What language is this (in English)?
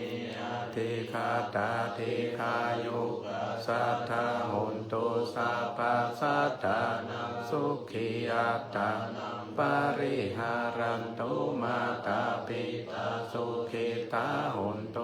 Pali